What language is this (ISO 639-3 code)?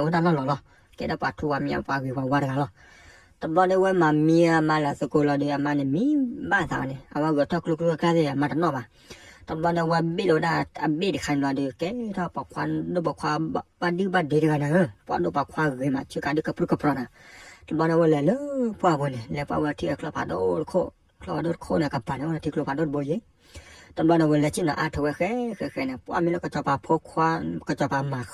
ksw